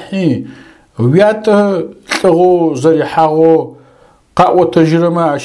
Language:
Adyghe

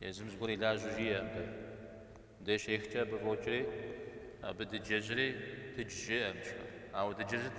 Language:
Kabardian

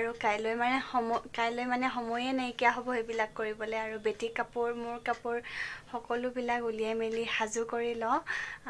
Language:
Assamese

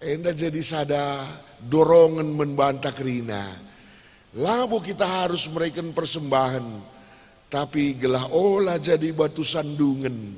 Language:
Batak Karo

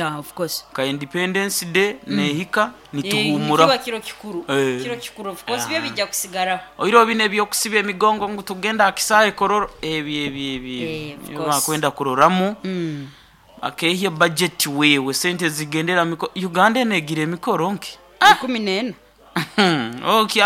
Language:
Nyoro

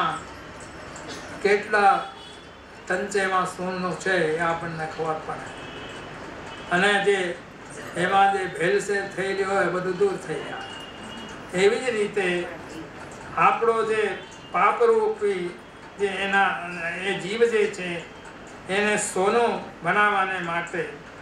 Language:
Gujarati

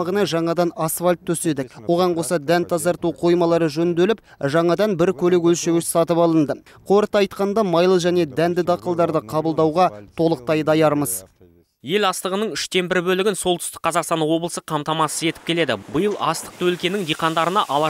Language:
Kazakh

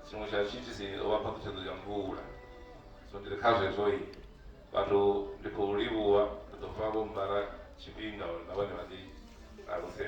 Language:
Venda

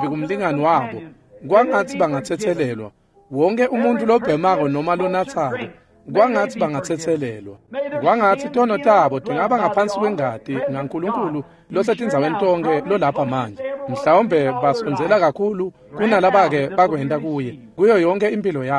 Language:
Swati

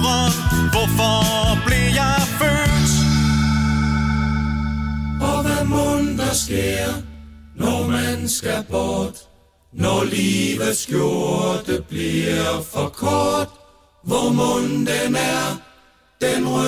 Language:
Danish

